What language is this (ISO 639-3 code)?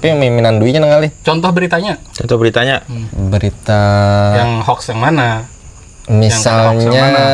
bjn